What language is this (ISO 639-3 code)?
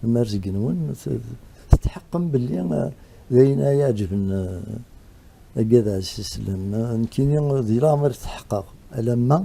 kab